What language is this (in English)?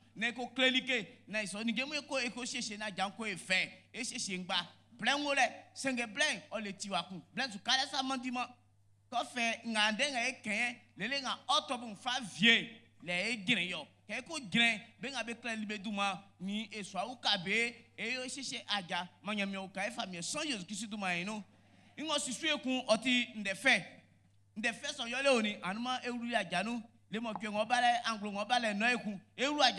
Baoulé